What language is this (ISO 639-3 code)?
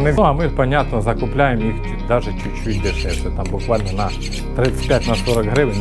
ukr